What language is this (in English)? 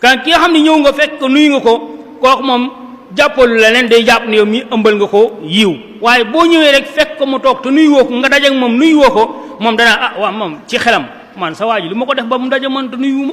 Wolof